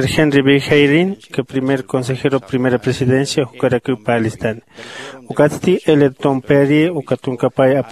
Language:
Aymara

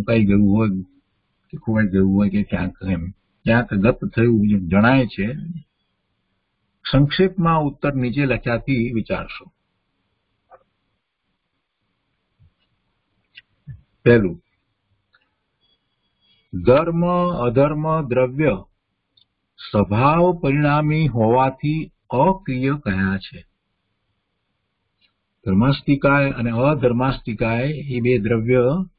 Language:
Gujarati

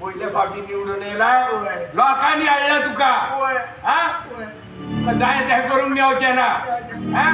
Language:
Konkani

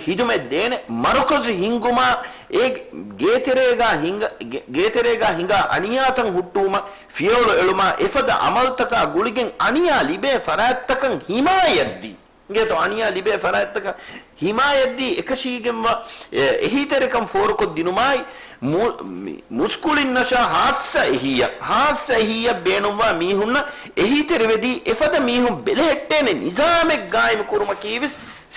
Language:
Divehi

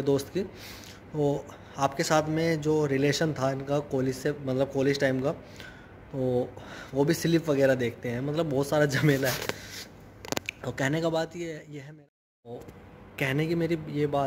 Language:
Hindi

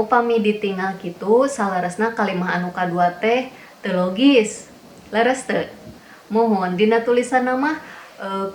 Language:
Sundanese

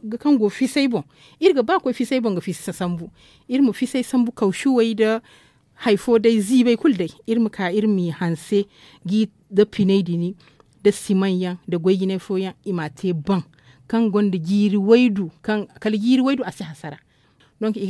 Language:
Zarma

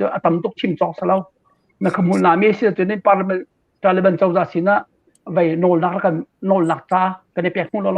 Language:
Hakha Chin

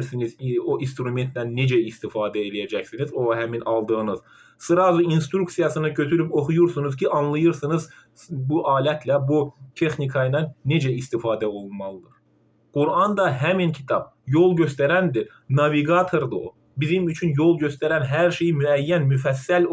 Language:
Azerbaijani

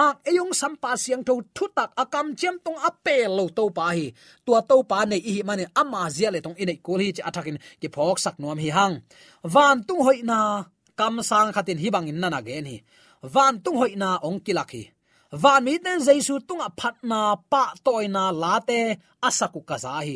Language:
Tedim Chin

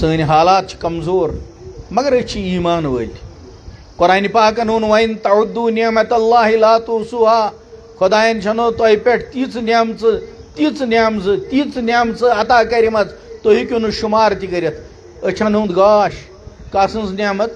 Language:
Kashmiri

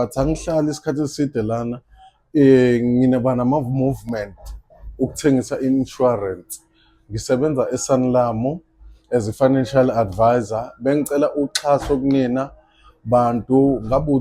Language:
Zulu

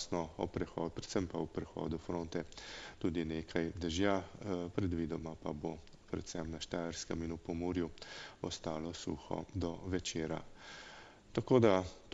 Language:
Slovenian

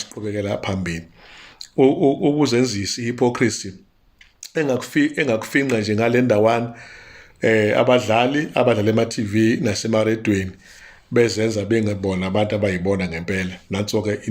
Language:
Zulu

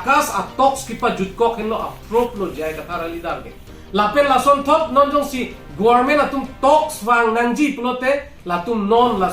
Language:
Karbi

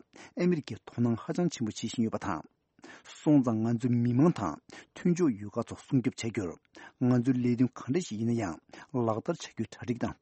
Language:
Tibetan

